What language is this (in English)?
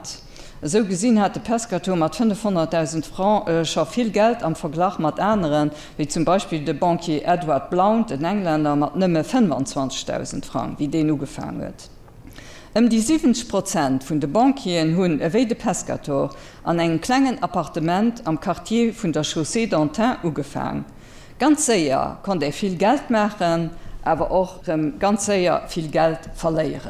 Luxembourgish